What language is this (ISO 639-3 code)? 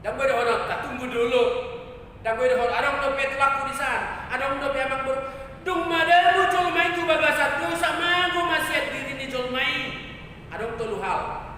bbc